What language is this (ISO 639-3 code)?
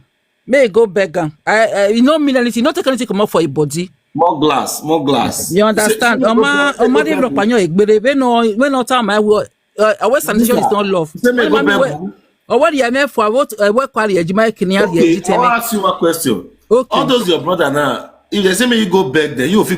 pcm